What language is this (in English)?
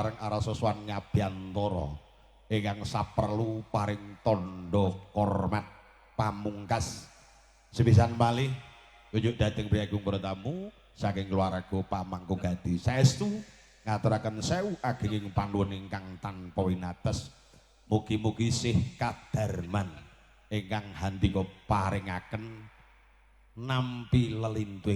Javanese